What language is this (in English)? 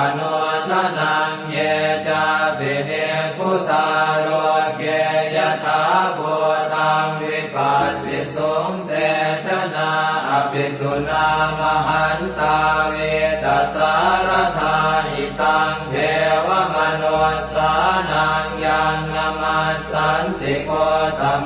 Pali